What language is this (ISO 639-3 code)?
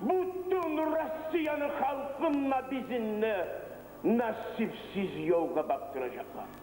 kum